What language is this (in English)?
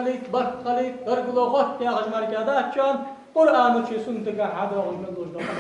Ingush